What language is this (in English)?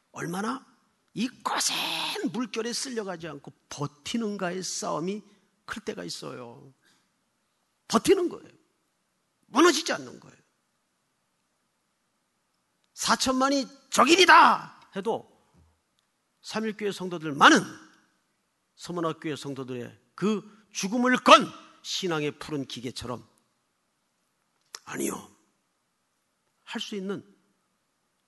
Korean